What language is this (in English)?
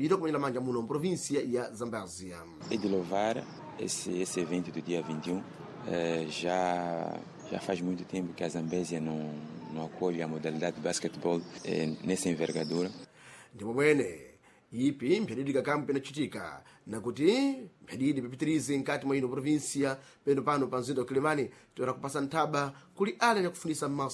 Sena